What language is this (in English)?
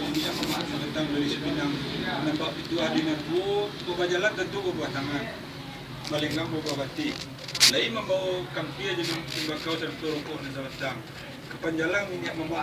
Minangkabau